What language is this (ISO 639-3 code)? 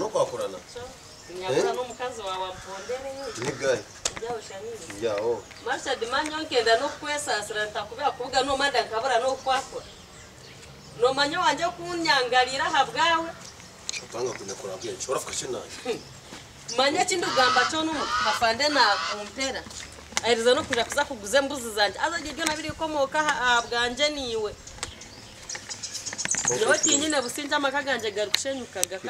kin